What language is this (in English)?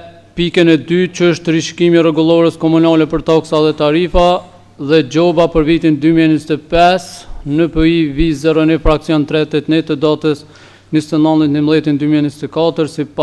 Albanian